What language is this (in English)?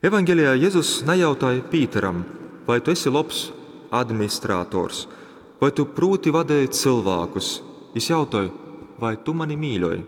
Latgalian